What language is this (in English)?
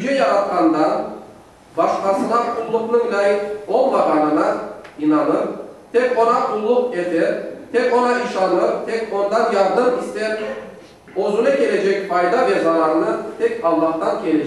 Crimean Tatar